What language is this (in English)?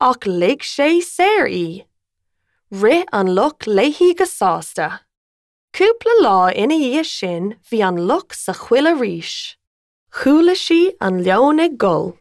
Irish